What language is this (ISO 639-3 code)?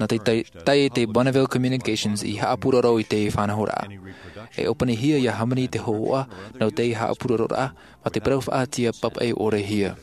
tah